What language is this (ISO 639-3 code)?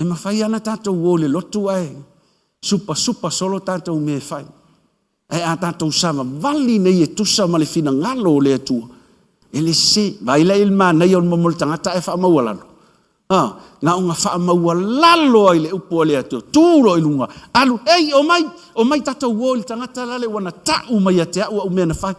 smo